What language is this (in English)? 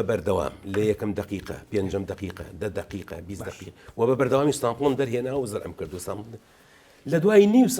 Central Kurdish